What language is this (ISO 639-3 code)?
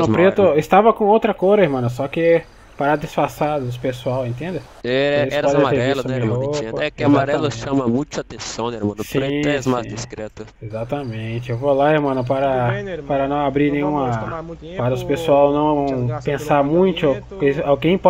por